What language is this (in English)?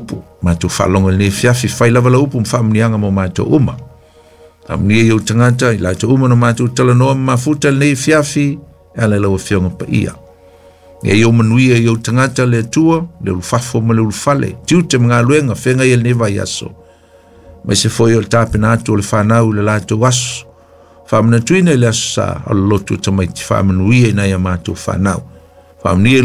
Samoan